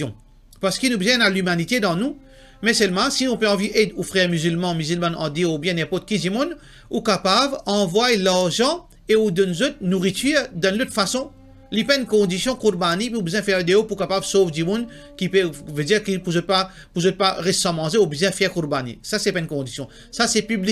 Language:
Morisyen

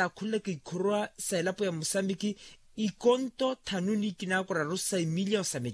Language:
Makhuwa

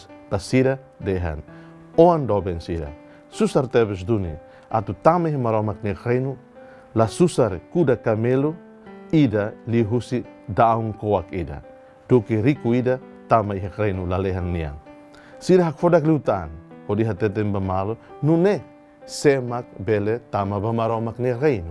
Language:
Tetum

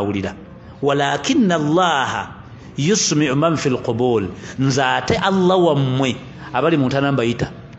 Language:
Ganda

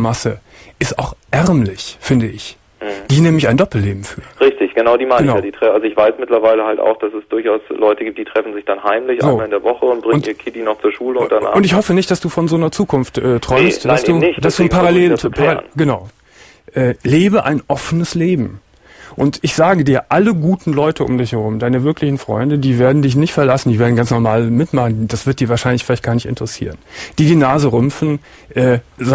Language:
German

